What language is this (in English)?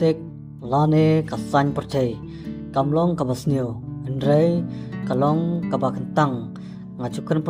Khasi